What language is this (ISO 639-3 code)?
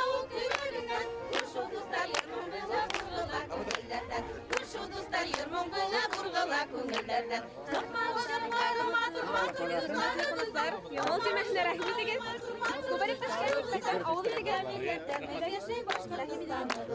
bak